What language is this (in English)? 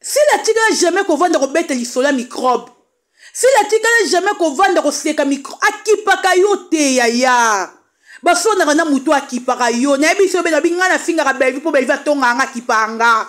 Lingala